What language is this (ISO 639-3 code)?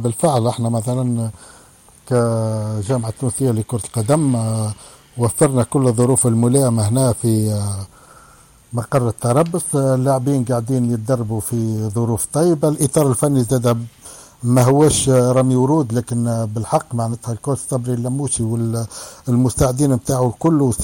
aeb